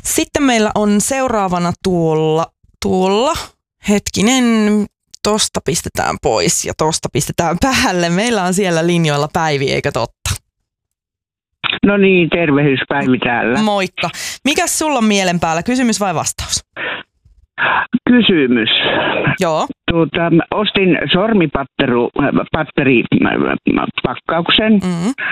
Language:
Finnish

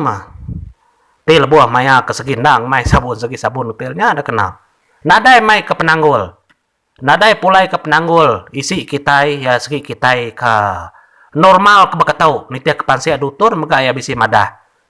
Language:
Iban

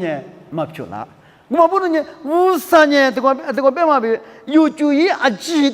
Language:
Lisu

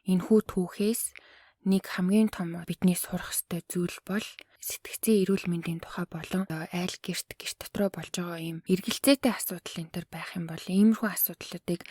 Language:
Mongolian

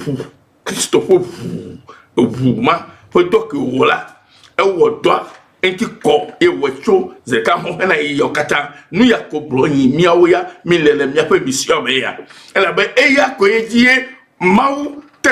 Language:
Ewe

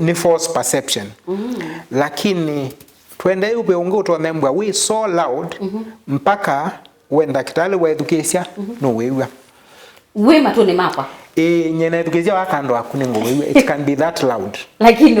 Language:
Kamba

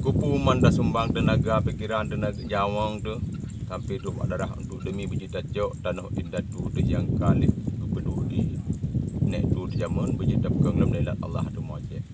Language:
Achinese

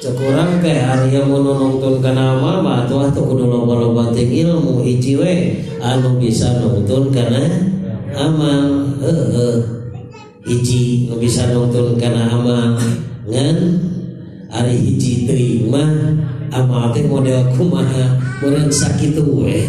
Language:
Sundanese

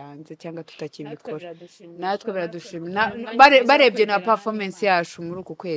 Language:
Kinyarwanda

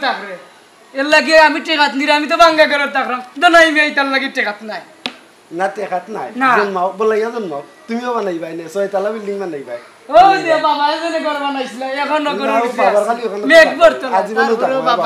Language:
Sylheti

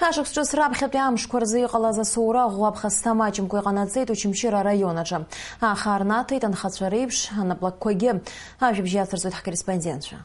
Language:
Abkhazian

